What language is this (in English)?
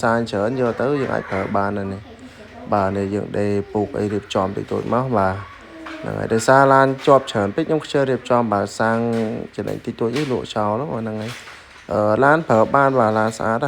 Khmer